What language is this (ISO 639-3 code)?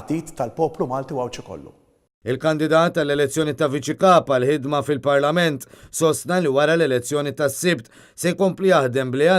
mlt